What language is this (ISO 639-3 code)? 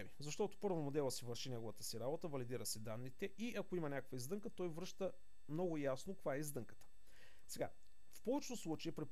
bul